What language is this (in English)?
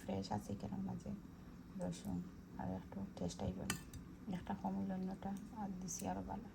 Sylheti